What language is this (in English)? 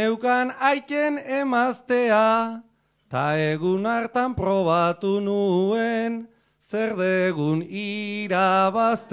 Basque